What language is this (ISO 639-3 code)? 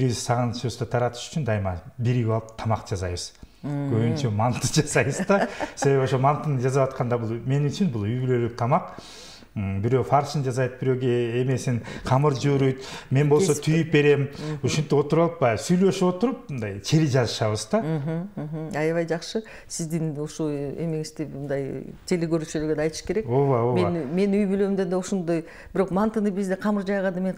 kir